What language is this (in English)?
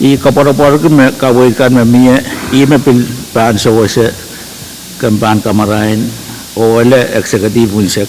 Pohnpeian